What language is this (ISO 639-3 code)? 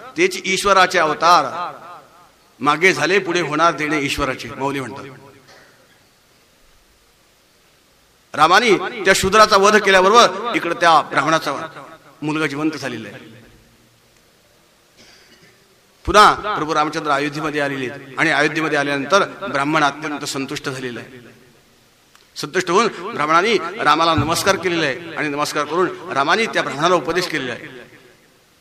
mar